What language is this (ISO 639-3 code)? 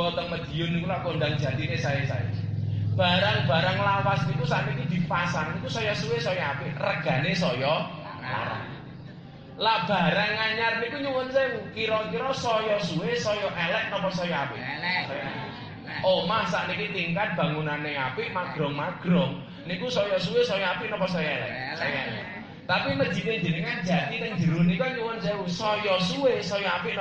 jav